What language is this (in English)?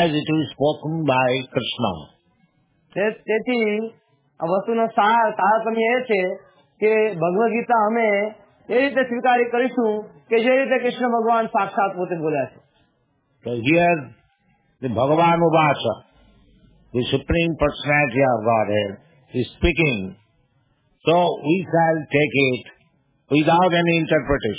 Gujarati